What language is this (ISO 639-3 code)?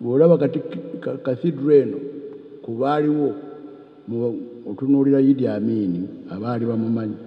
lug